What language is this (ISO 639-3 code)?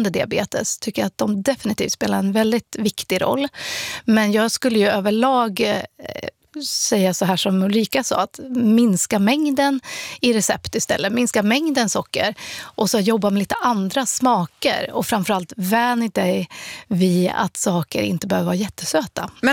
swe